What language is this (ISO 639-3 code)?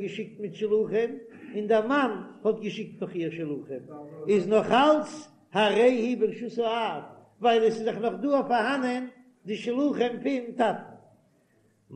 yid